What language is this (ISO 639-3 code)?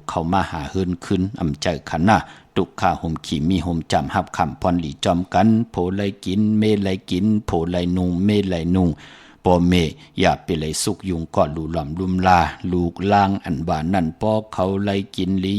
shn